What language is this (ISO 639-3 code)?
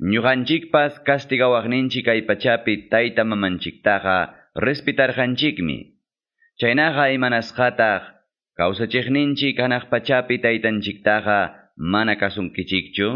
que